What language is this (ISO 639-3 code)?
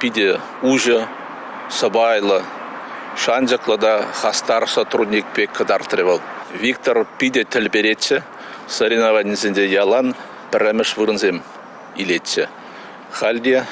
chv